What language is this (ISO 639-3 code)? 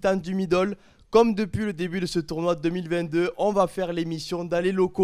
fra